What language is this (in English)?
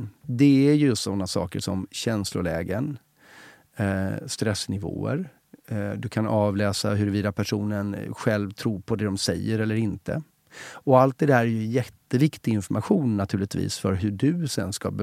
Swedish